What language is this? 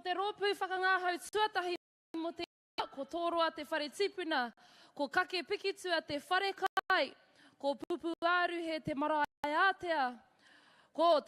Māori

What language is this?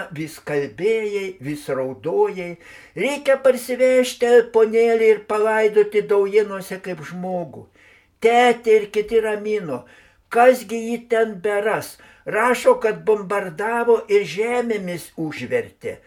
Lithuanian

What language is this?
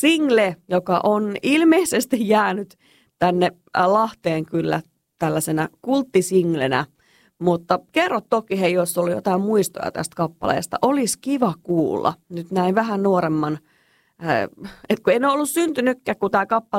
Finnish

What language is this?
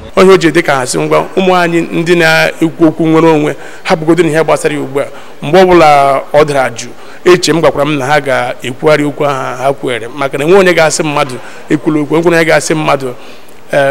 Igbo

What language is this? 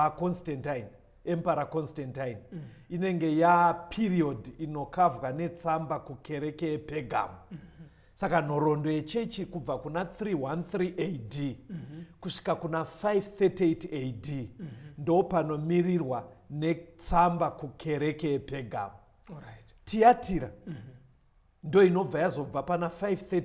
Shona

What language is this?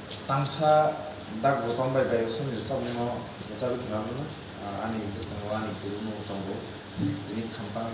Kok Borok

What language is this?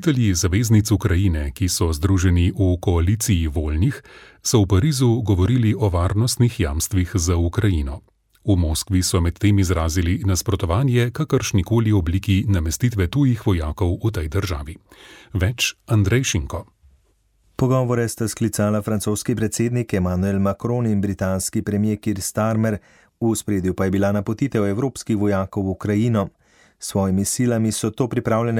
Slovenian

